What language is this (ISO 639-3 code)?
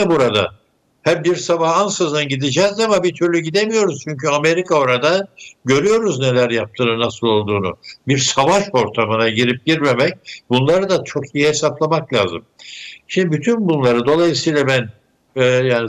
tur